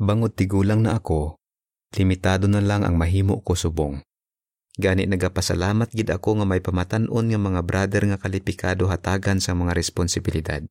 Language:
Hiligaynon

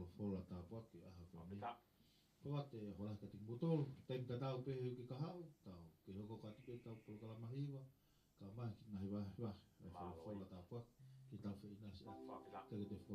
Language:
Tongan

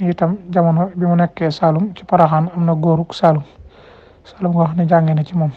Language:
Wolof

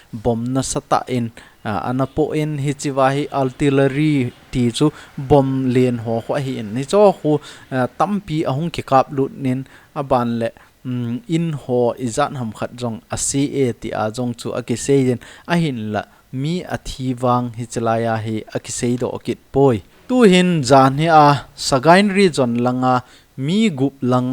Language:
Thado Chin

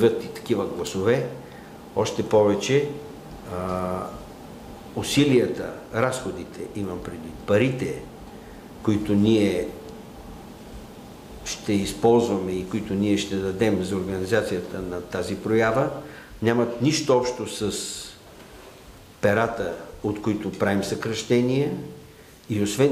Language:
Bulgarian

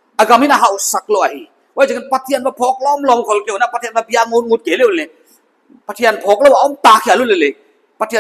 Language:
Paite Chin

